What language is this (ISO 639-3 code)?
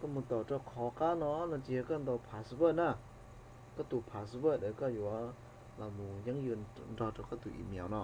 hmn